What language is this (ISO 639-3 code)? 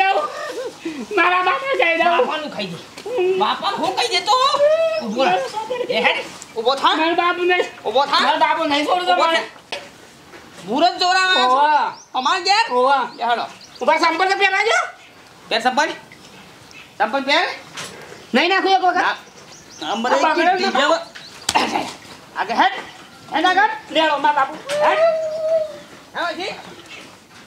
guj